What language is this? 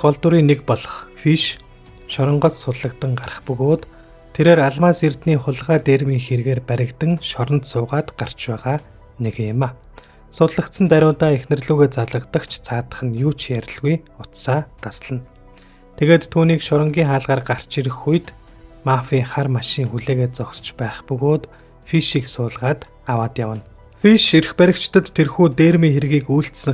Mongolian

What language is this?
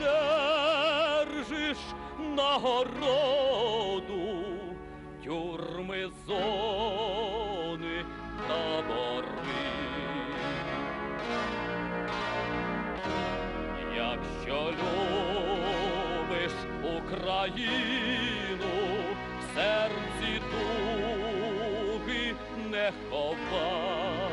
Ukrainian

